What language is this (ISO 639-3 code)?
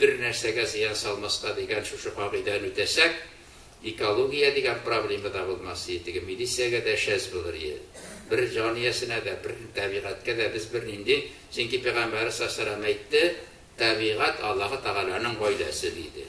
tat